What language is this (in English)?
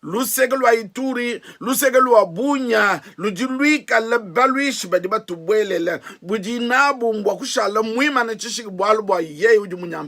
Luba-Lulua